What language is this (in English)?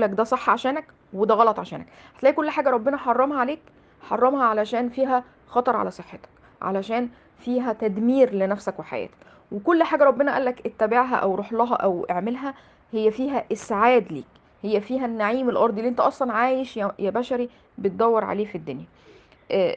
Egyptian Arabic